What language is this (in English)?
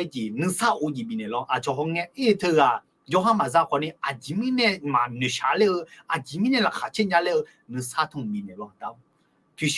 Akha